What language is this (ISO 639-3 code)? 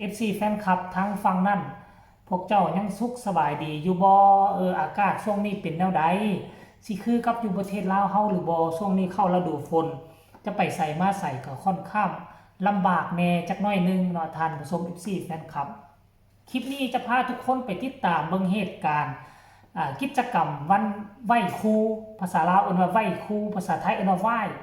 tts